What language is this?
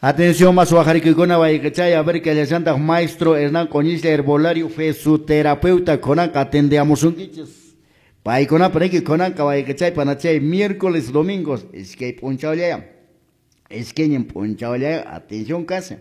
Quechua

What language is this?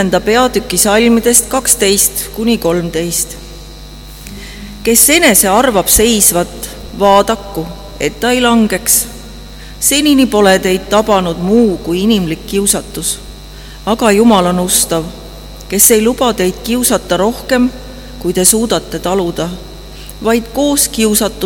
Estonian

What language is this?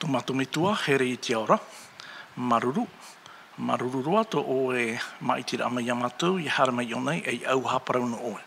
Tahitian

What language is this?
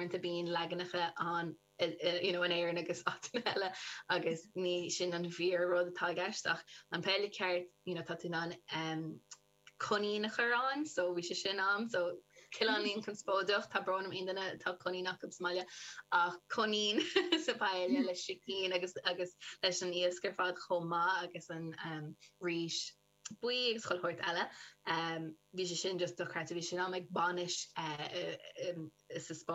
Irish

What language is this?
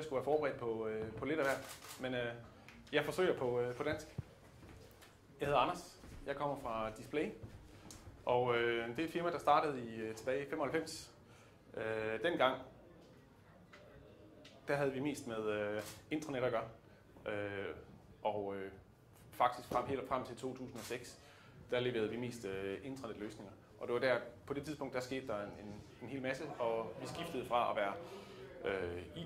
Danish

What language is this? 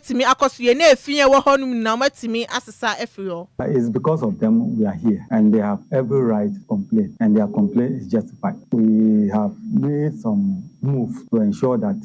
Akan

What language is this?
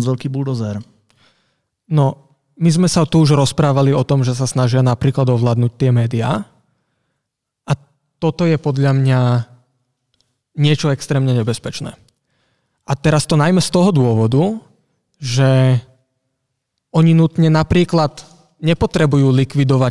Slovak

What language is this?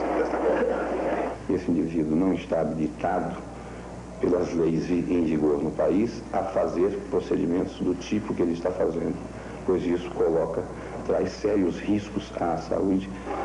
Portuguese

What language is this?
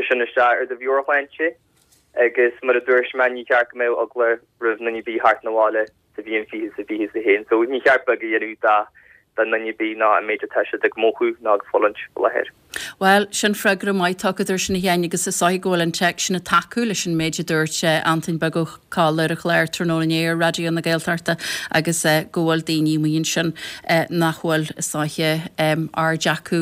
Irish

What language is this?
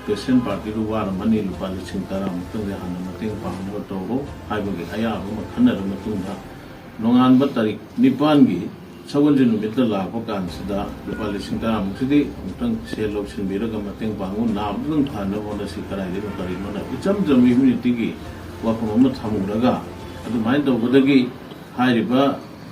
Manipuri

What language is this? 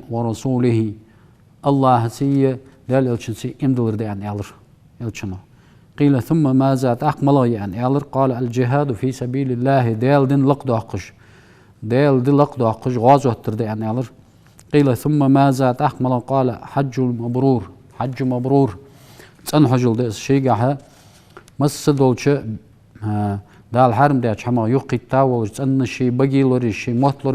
Ingush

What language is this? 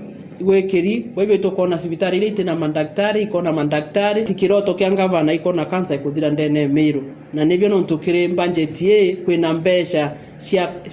Meru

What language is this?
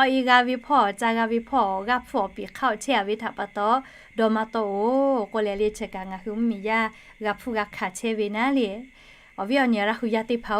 Lahu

